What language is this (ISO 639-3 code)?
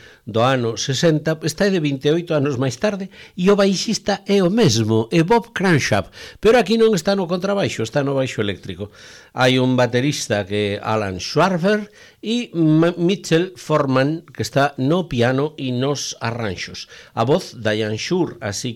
glg